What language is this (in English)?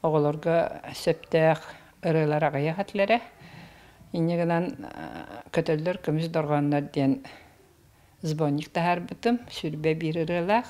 Yakut